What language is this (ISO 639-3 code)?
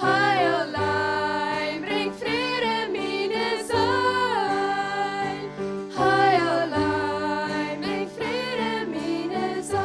pdt